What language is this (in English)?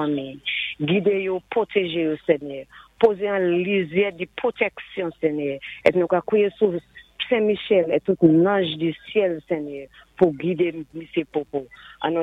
Saint Lucian Creole French